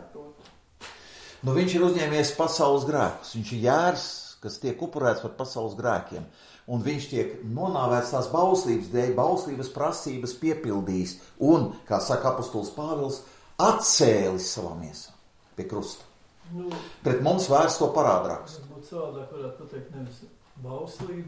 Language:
Latvian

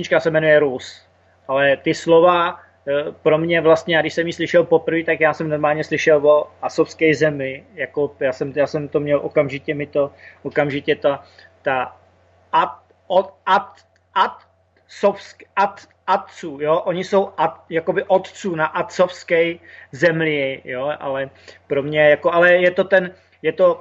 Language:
Czech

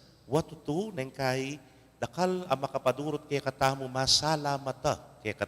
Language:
Pampanga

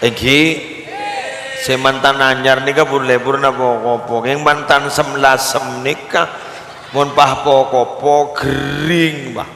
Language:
Madurese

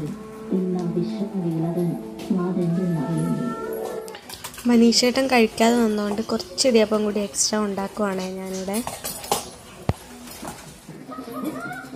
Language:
Malayalam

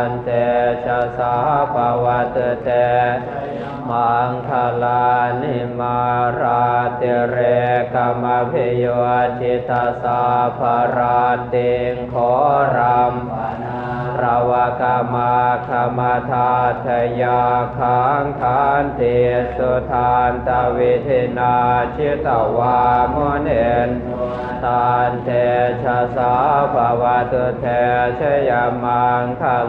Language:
Pali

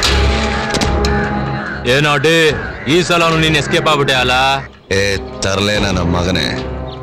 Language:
Kannada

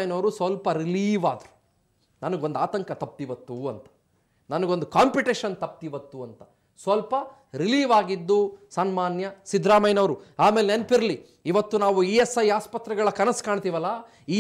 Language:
Kannada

